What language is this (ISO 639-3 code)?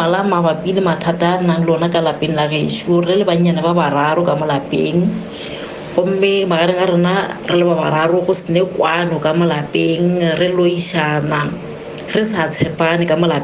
nso